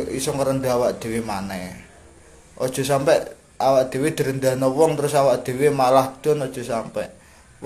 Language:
Javanese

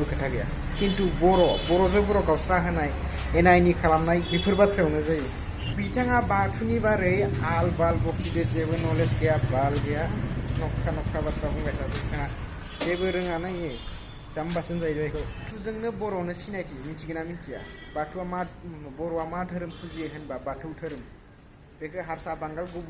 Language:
Bodo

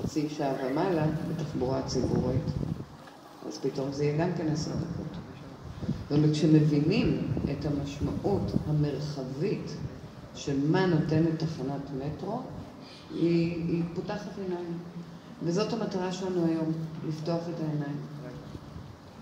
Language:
Hebrew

